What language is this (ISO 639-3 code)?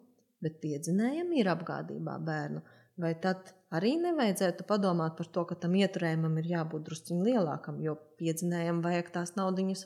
lav